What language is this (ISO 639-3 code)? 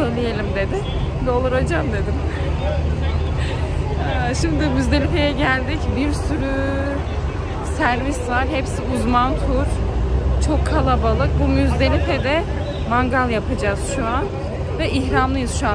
tur